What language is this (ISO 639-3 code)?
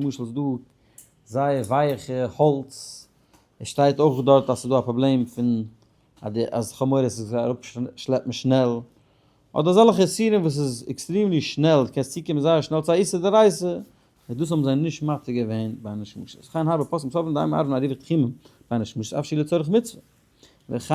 yid